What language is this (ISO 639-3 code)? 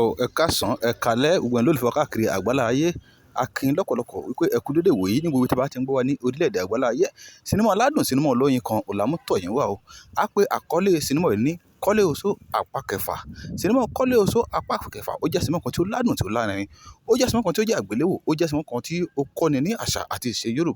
yor